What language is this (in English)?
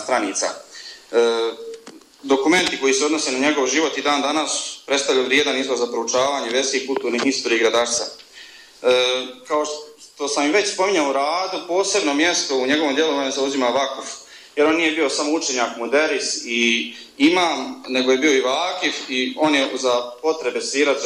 Bosnian